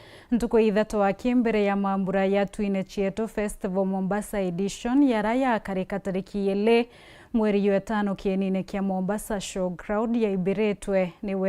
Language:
Meru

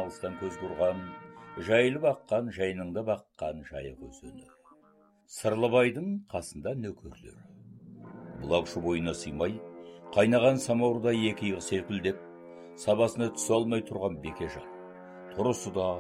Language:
Kazakh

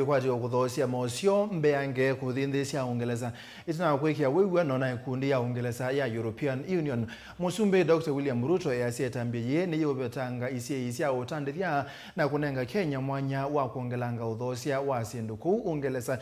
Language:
Kamba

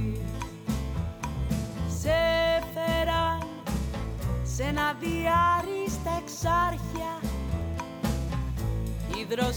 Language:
Greek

